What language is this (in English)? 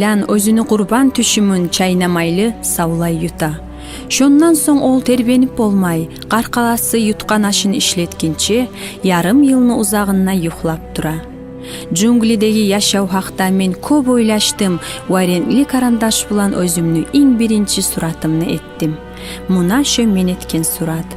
Kumyk